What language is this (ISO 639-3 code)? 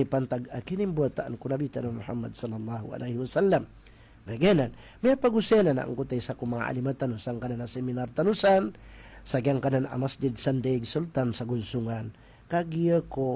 mrw